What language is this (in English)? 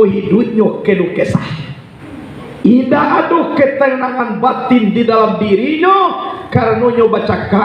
Minangkabau